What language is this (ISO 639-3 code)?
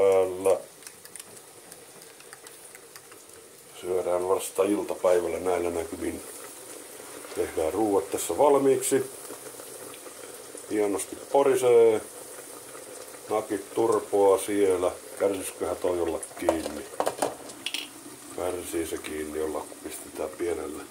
fin